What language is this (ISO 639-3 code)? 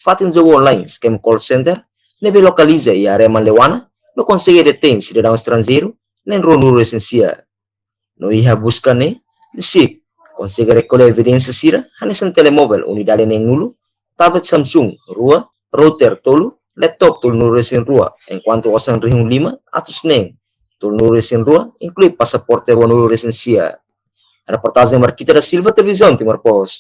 tet